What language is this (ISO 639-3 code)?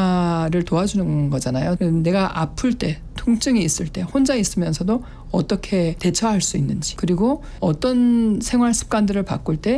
kor